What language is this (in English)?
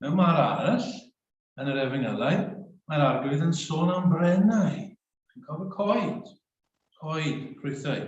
Welsh